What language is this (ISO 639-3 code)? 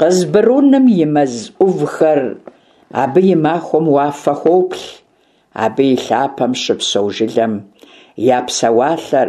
kbd